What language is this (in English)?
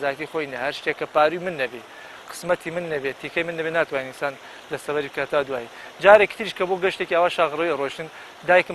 Central Kurdish